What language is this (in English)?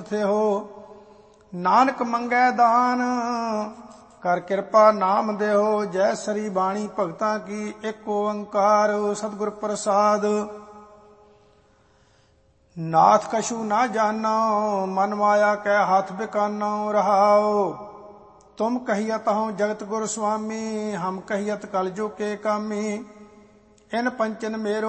Punjabi